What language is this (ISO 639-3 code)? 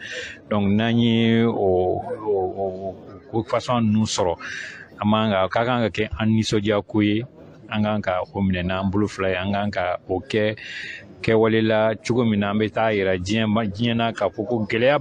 bam